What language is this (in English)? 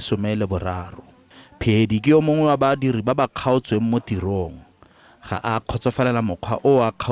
Tswana